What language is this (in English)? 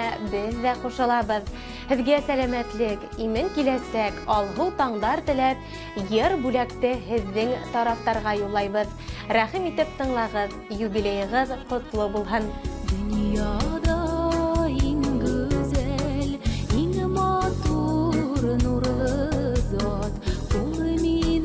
Bashkir